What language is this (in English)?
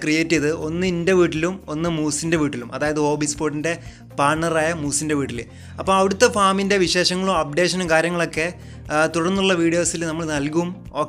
Malayalam